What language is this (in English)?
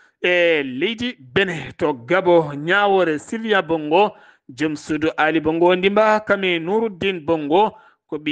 Fula